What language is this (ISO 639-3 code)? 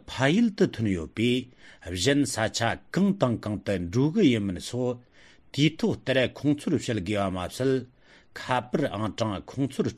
bod